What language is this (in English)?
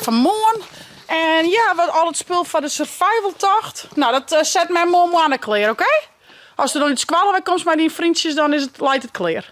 Western Frisian